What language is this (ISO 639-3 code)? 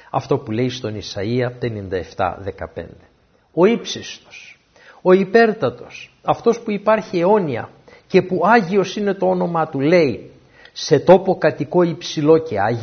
ell